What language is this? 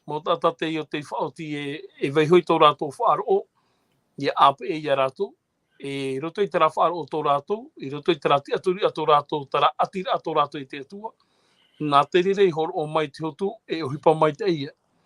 Tahitian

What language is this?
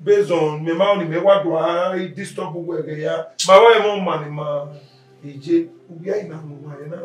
Bini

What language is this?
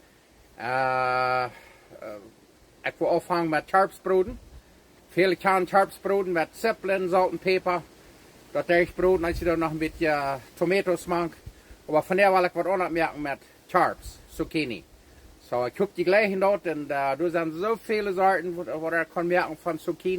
Plautdietsch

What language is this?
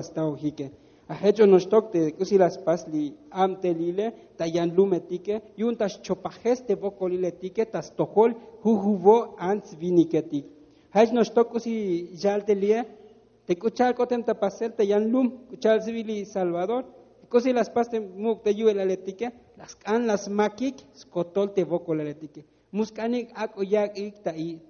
Tzotzil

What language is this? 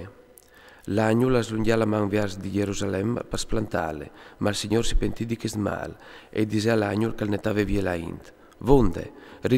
Friulian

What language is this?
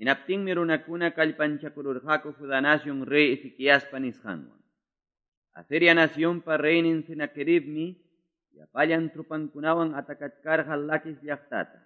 Quechua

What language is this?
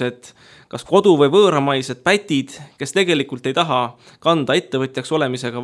Estonian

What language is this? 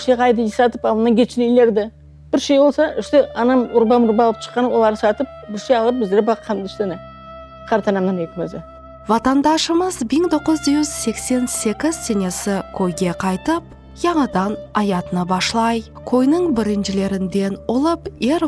Crimean Tatar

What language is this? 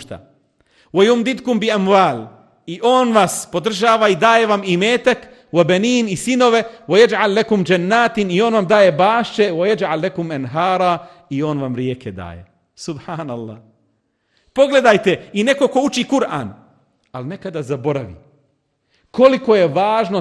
Bosnian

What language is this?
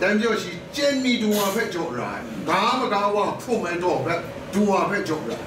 Kachin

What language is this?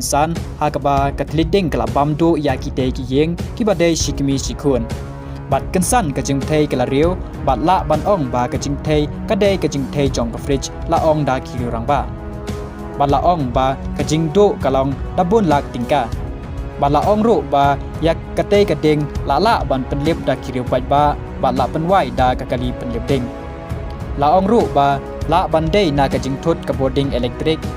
Khasi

